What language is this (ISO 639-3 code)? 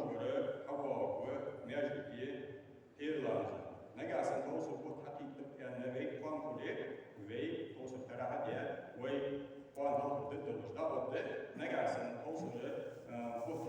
inh